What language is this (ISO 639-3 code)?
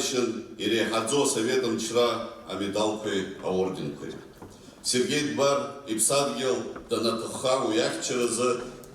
abk